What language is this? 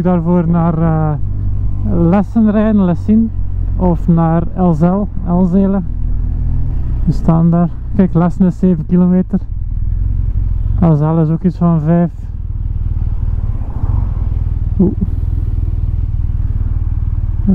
Dutch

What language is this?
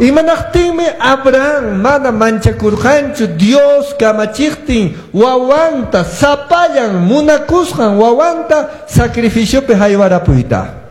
Quechua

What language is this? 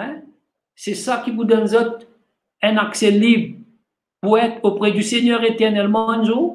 Morisyen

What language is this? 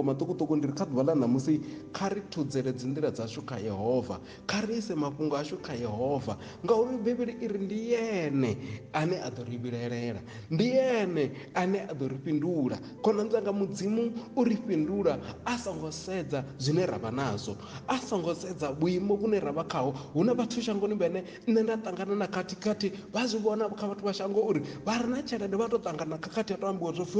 Venda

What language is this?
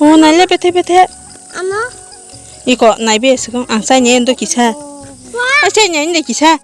Kok Borok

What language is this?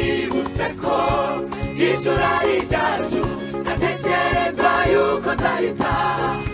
Kinyarwanda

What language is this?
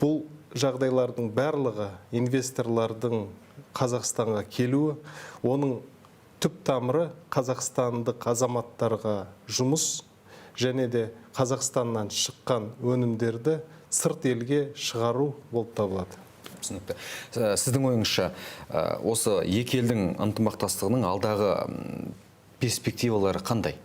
Kazakh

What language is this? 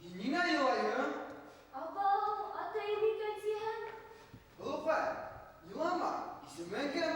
Bashkir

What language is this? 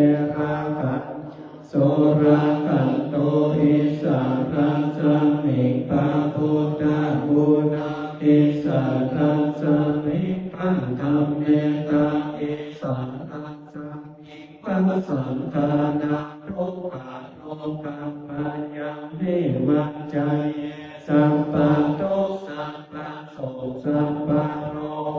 Pali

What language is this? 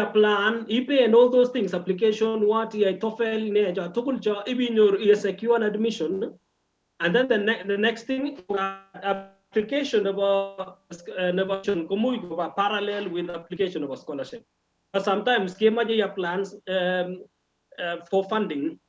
Kalenjin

